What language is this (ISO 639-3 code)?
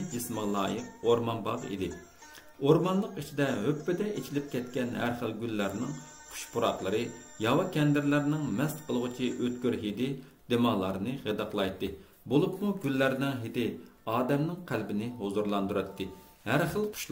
uig